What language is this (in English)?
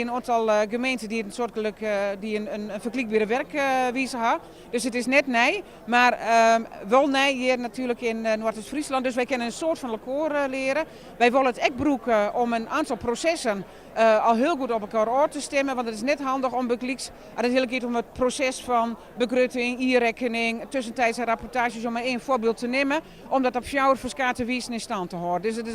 Western Frisian